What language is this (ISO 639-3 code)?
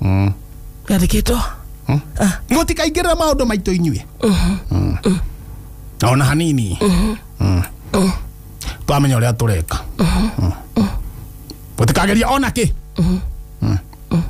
kik